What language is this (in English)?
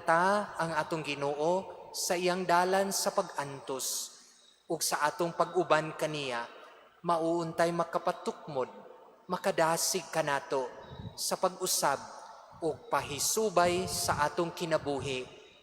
Cebuano